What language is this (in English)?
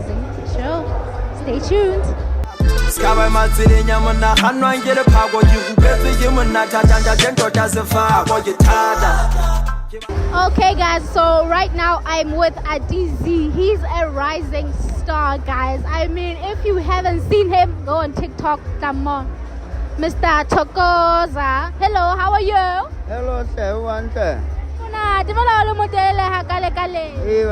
Southern Sotho